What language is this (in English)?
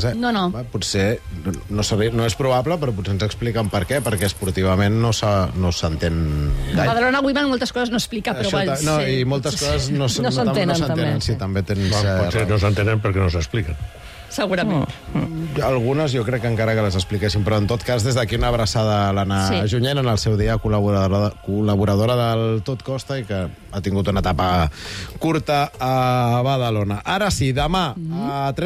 Catalan